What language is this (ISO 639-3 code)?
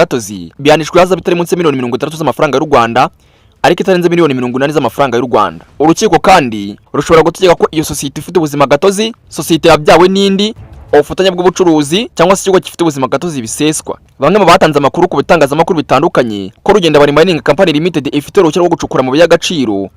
kin